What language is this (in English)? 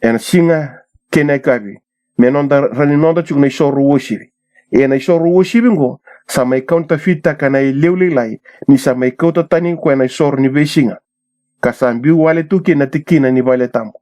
Fijian